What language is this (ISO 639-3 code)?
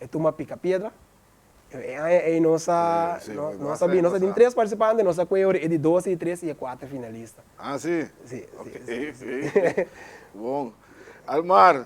pap